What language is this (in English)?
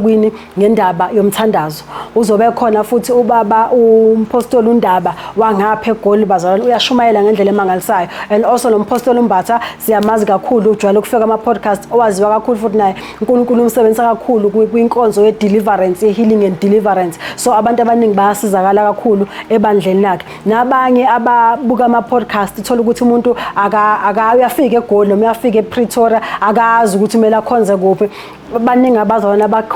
Zulu